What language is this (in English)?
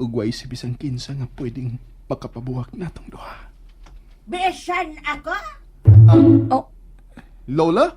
Cebuano